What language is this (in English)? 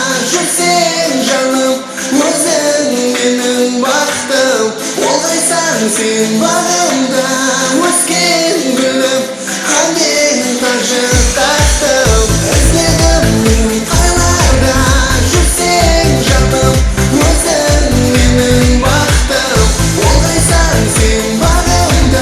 Kara-Kalpak